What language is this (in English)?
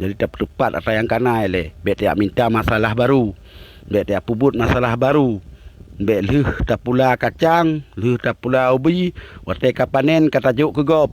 Achinese